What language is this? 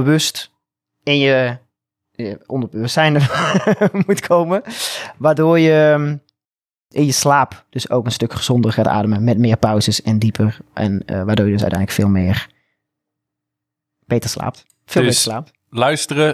Dutch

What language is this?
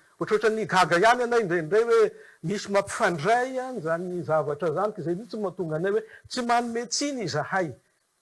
Malagasy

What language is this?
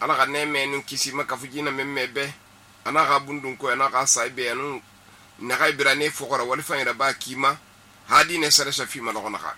Susu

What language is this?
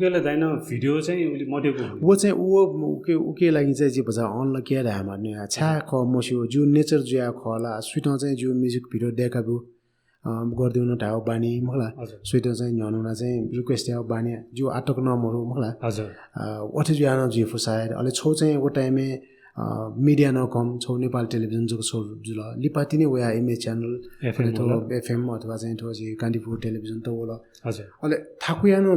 Newari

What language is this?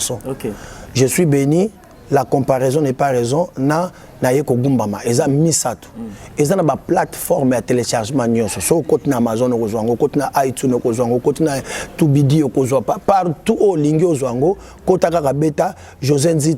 Lingala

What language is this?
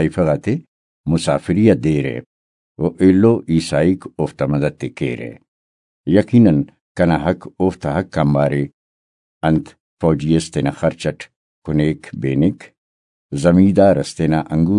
Brahui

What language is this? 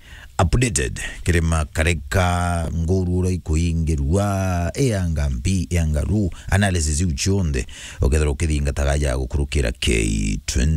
Meru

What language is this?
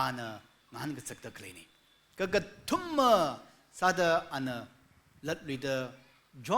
Tangkhul Naga (India)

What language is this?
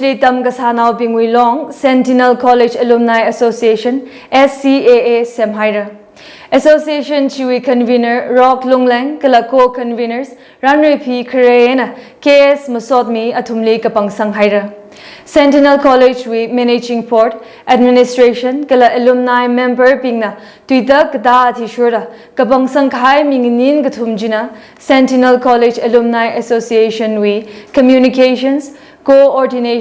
Tangkhul Naga (India)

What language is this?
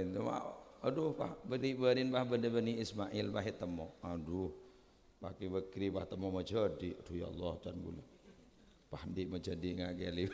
Madurese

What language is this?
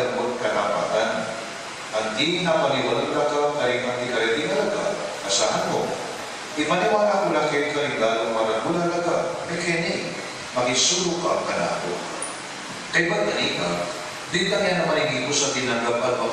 Pampanga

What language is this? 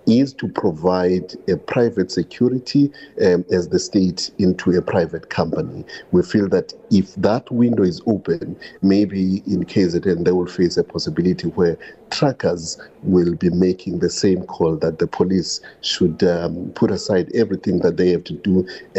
English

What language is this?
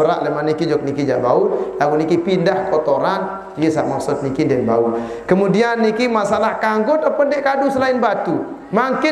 Sasak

